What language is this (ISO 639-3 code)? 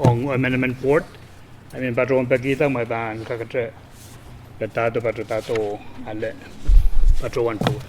pon